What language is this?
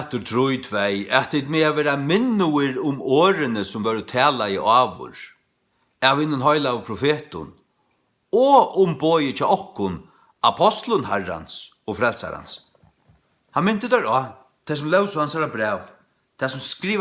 Faroese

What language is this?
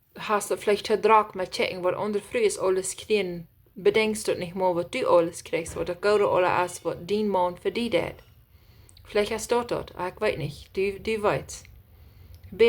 Plautdietsch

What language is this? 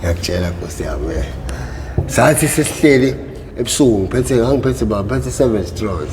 Zulu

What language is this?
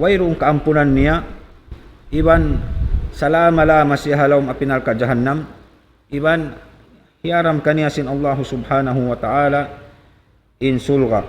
Tausug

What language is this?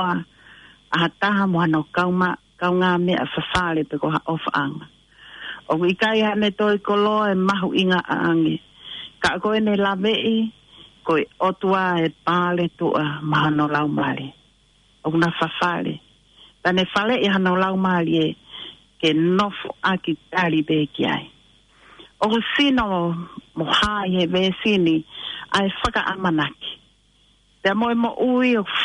Tongan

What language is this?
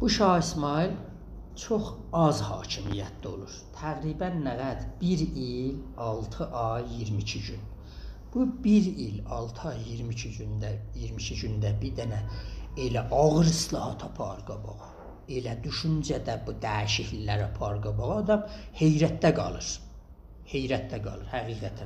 South Azerbaijani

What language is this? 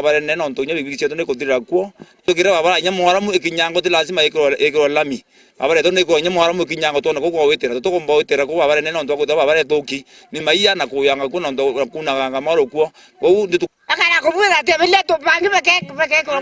Meru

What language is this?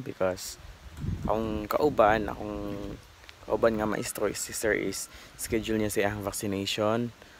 Cebuano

